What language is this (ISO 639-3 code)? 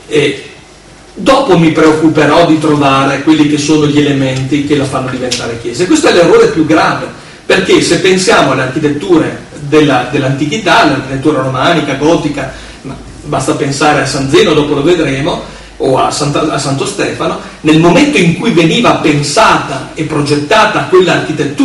ita